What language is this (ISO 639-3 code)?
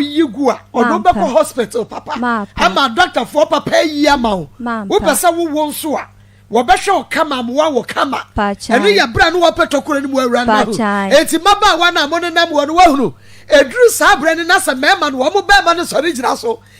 aka